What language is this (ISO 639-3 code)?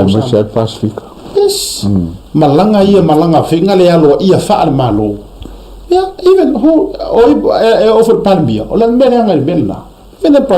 smo